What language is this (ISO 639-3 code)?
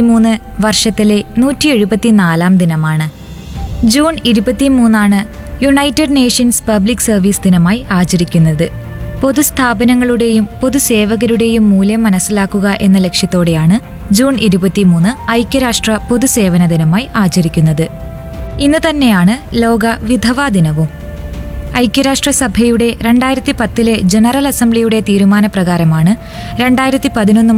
mal